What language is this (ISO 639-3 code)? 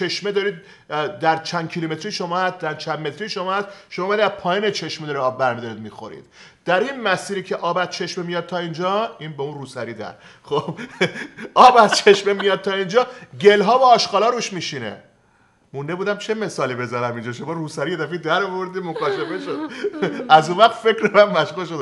fas